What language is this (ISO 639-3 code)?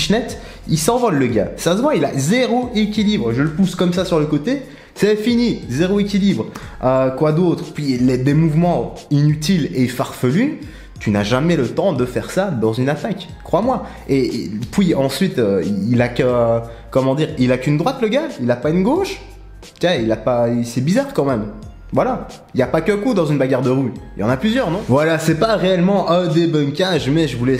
fra